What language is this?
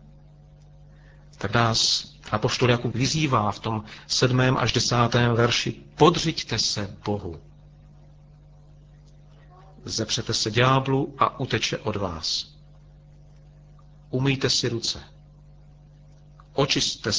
Czech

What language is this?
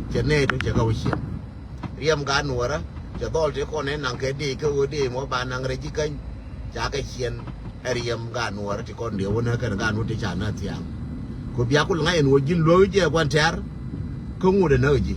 Nuer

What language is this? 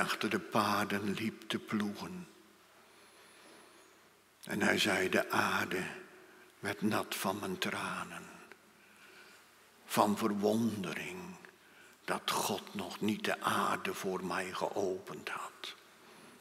Dutch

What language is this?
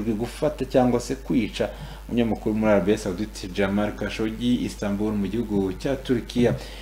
Kinyarwanda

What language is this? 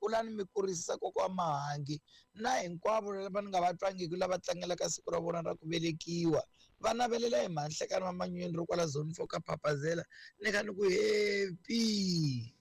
Tsonga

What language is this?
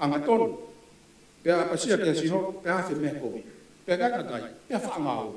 Tongan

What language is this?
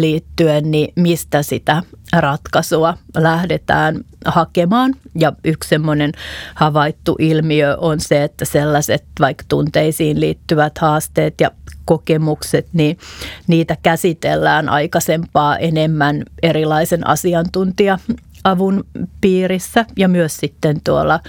Finnish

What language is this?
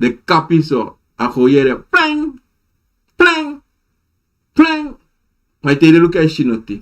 Sranan Tongo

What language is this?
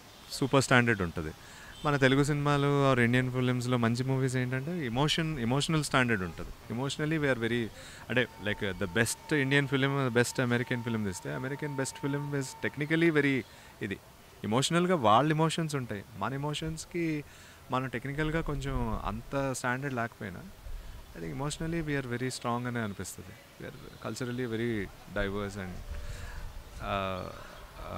Telugu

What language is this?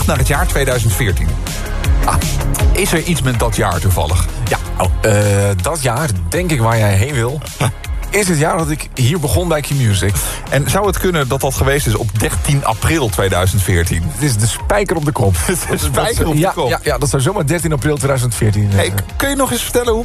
Dutch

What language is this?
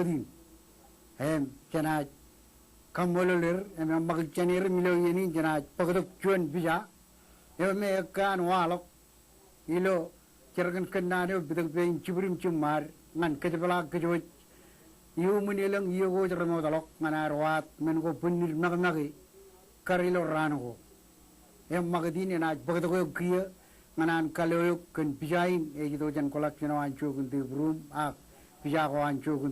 Marshallese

